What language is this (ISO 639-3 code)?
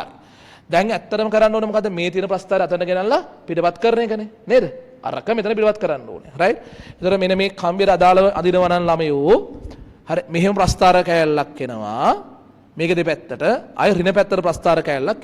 sin